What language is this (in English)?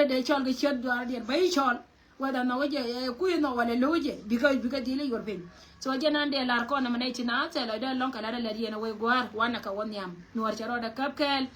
Nuer